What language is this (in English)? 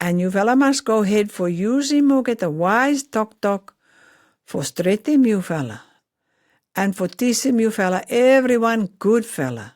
Pijin